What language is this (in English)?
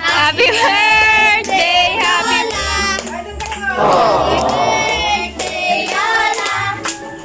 Iloko